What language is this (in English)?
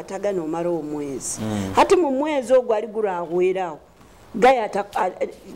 Nyoro